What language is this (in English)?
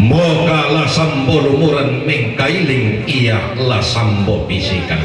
Toraja-Sa'dan